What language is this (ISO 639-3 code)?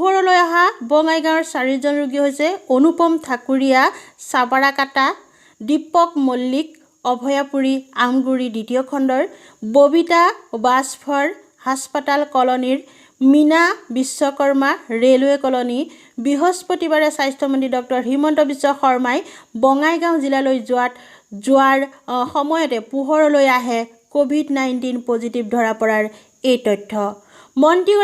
asm